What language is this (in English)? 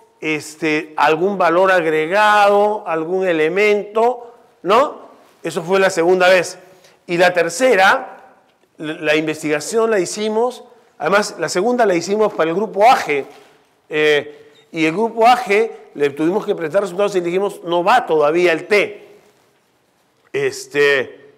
Spanish